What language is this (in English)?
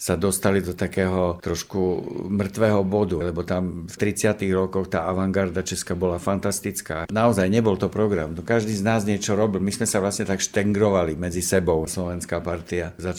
Slovak